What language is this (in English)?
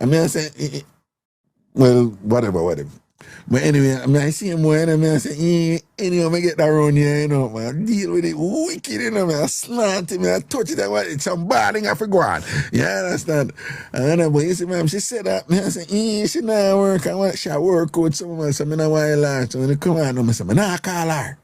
Jamaican Creole English